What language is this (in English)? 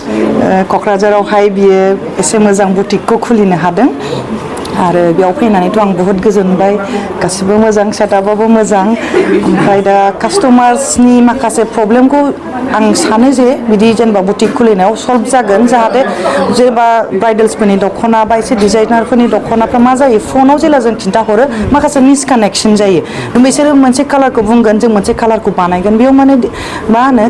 Bodo